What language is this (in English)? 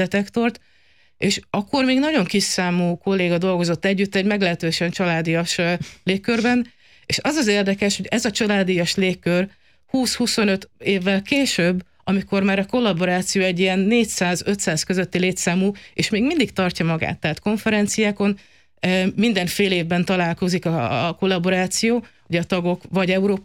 Hungarian